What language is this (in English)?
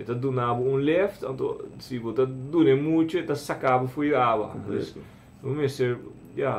Papiamento